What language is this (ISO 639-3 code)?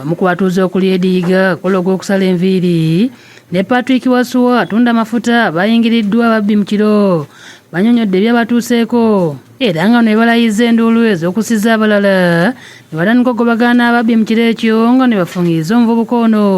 lug